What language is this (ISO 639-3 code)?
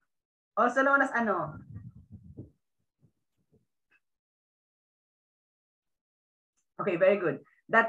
fil